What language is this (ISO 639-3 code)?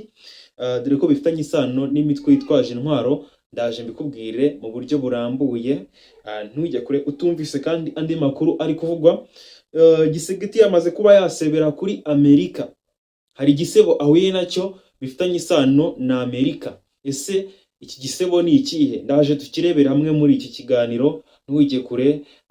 kin